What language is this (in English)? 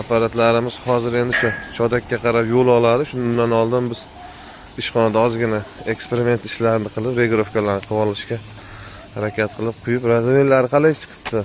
Uzbek